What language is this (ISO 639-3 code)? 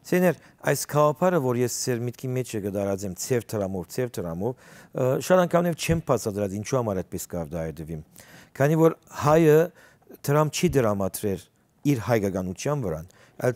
hyw